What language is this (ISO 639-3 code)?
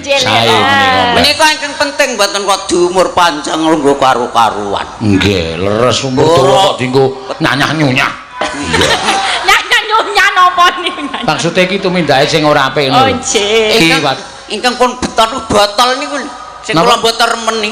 jav